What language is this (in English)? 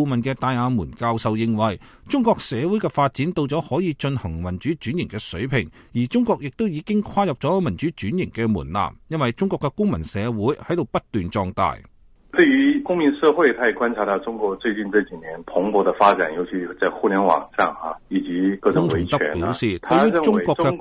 Cantonese